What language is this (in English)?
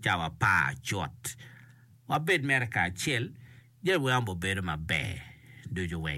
Acoli